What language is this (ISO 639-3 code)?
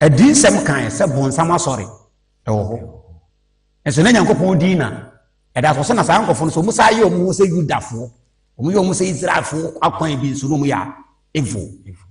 aka